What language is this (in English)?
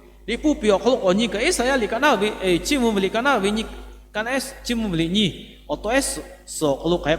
Lahu